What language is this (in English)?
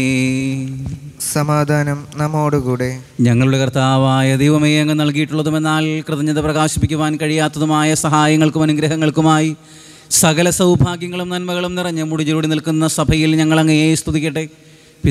Malayalam